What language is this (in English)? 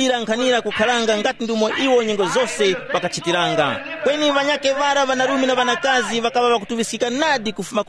Tumbuka